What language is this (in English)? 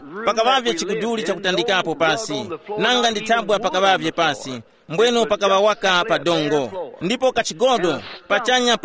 Tumbuka